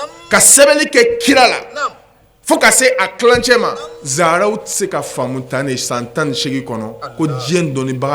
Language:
Bambara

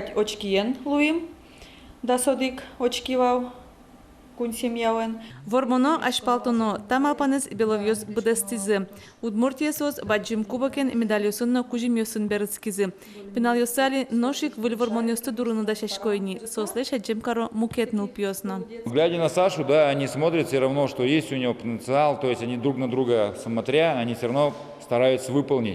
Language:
Udmurt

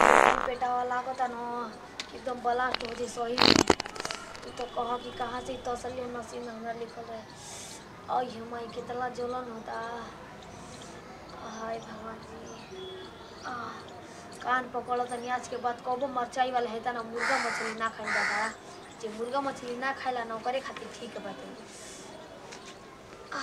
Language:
Bhojpuri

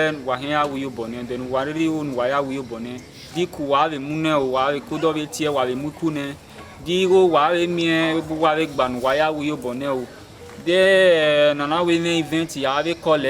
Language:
Bini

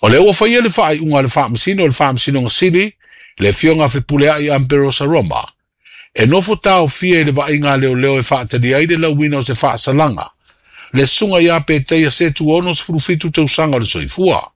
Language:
Samoan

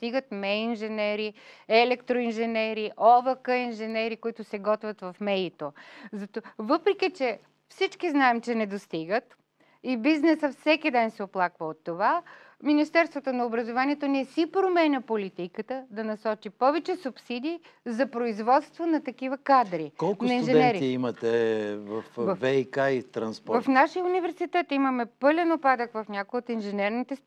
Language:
Bulgarian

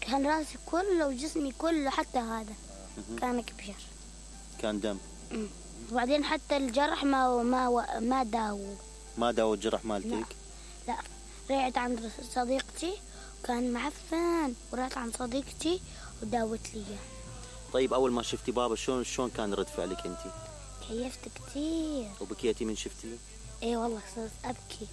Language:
Mesopotamian Arabic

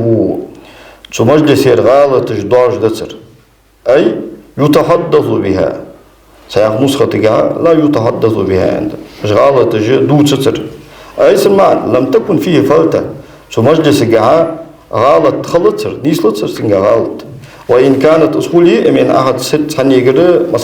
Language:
Ingush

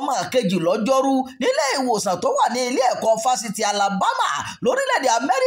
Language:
Yoruba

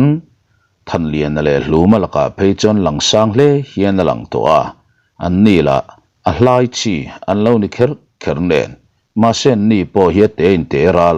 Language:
Mizo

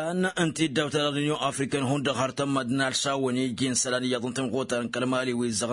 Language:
Tamasheq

